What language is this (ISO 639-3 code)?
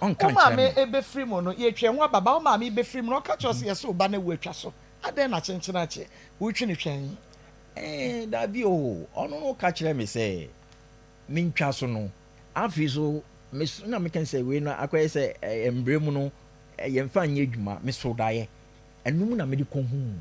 aka